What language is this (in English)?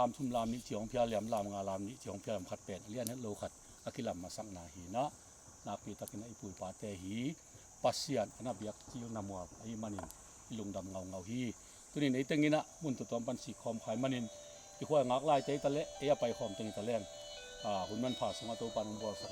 Tedim Chin